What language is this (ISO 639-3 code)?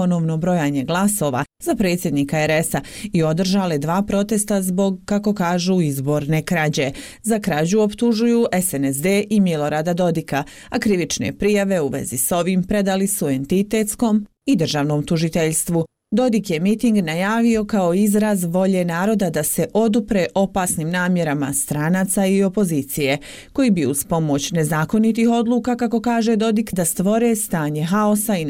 bos